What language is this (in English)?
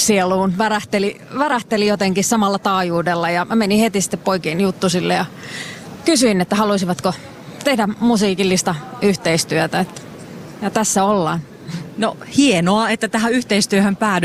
Finnish